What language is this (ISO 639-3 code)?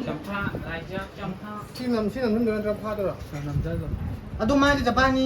mni